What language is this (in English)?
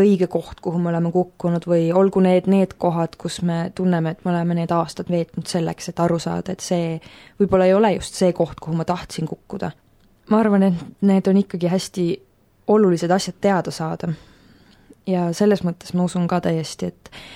Estonian